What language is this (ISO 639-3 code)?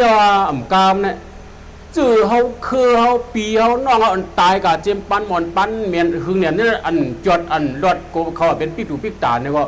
shn